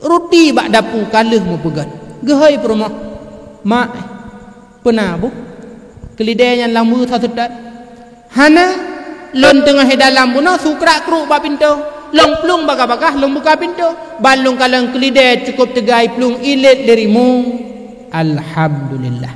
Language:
Achinese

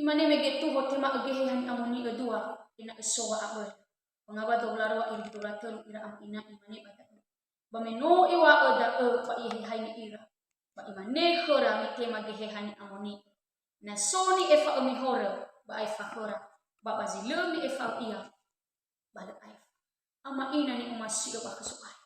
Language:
Nias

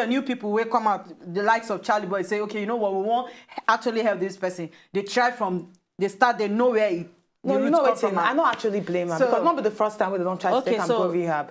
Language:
Nigerian Pidgin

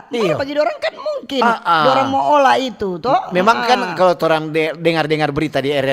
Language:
Manado Malay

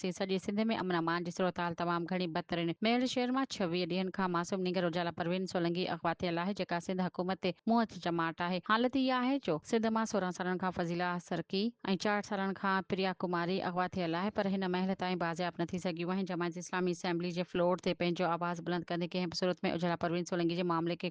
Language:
Sindhi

